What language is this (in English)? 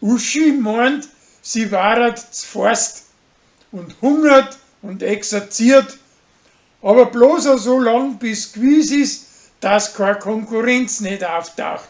Bavarian